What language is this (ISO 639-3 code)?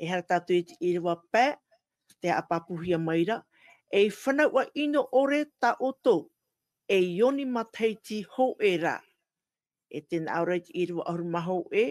tah